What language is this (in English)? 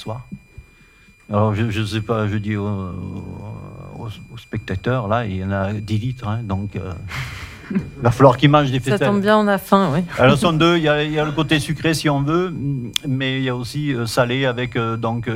French